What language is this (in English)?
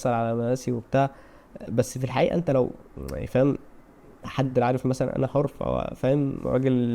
Egyptian Arabic